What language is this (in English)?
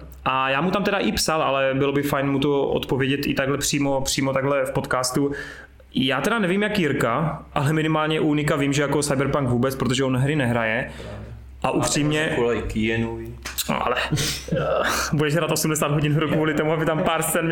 Czech